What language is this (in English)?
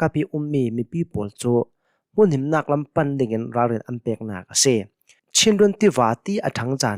Hakha Chin